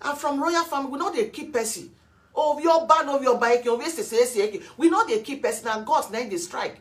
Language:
Nigerian Pidgin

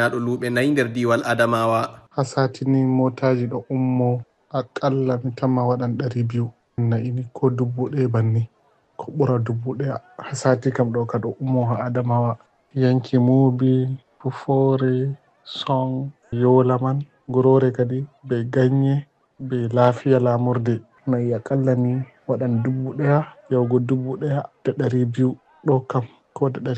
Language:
Fula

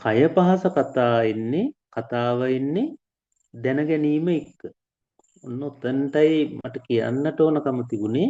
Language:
Sinhala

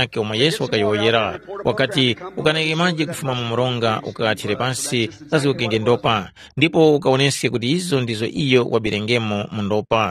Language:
Tumbuka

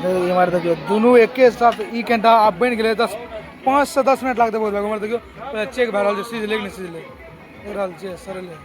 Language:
Maithili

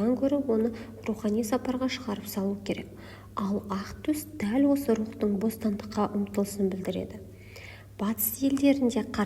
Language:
Kazakh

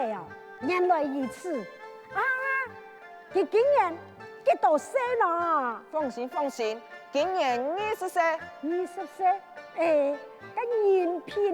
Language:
Hakka Chinese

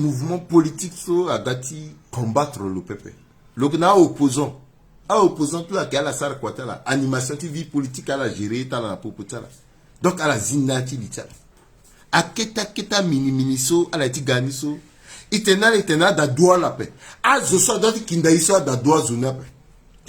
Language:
Sango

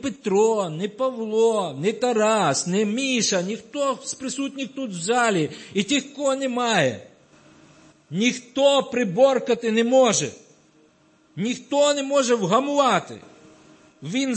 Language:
Ukrainian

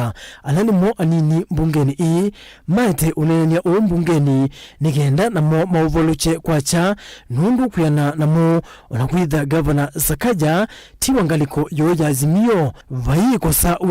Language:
Kamba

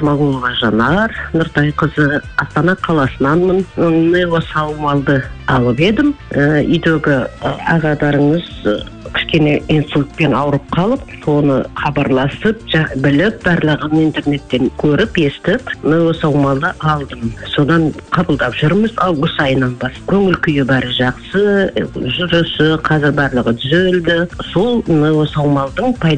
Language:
Kazakh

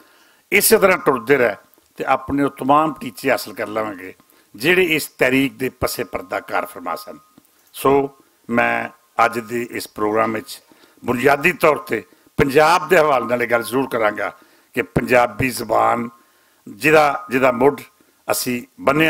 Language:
Western Panjabi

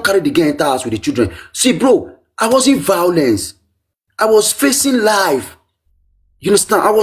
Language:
Nigerian Pidgin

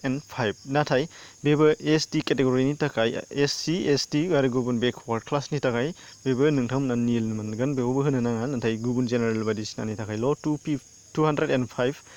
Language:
Bodo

